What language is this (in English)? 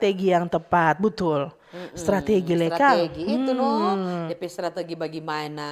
Manado Malay